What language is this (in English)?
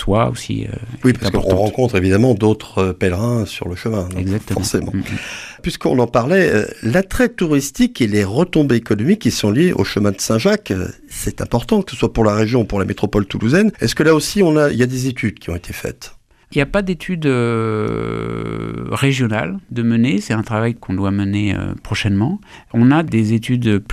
French